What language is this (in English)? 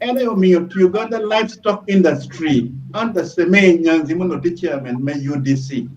Acoli